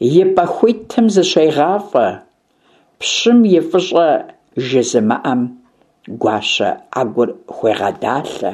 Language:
Kabardian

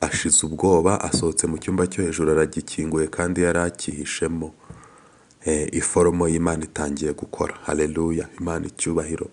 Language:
Kinyarwanda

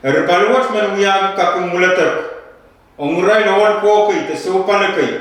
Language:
Pohnpeian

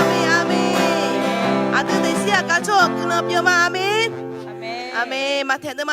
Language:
Akha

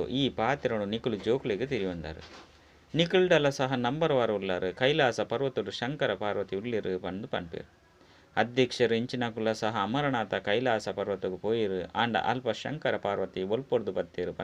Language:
Tulu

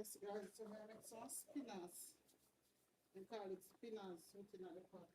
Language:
Jamaican Creole English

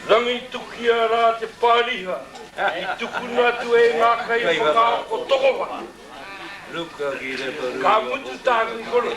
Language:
Māori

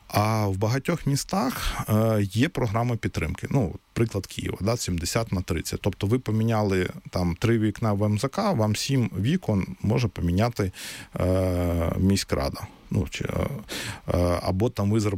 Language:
Ukrainian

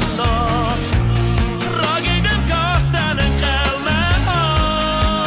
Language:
Ossetic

